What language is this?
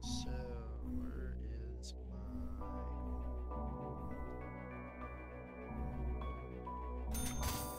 English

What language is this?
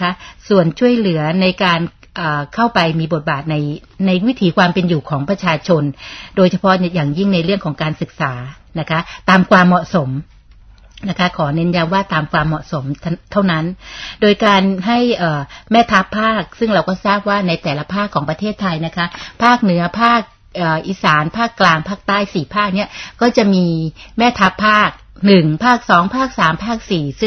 Thai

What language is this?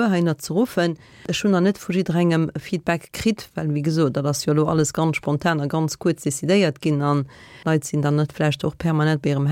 Luxembourgish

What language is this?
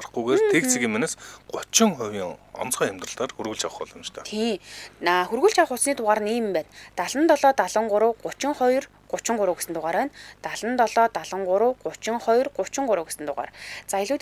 Mongolian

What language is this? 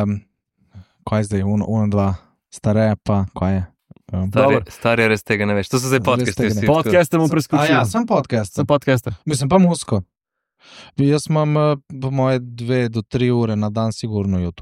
Slovenian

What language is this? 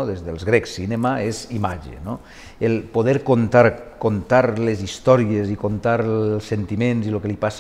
Catalan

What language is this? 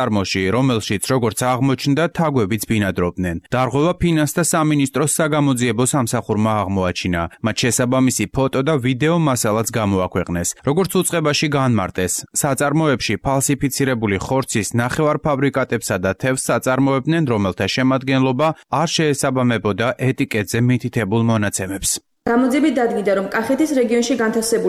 Georgian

